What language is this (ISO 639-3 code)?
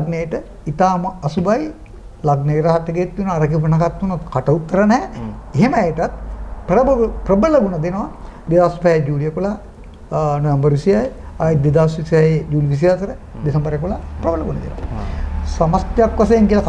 sin